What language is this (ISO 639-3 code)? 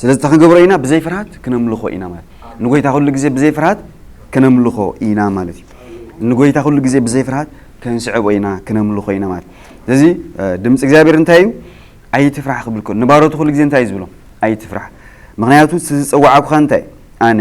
tir